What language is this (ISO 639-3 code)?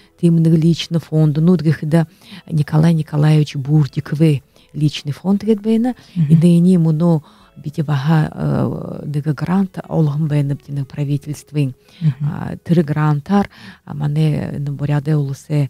bua